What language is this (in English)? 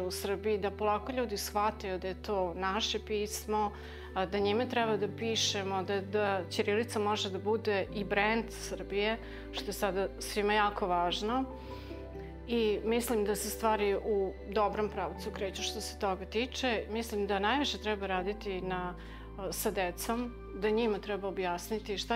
Serbian